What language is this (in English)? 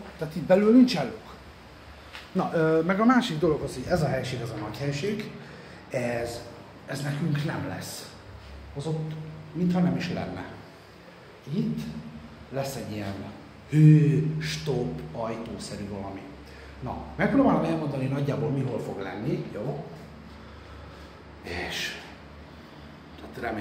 Hungarian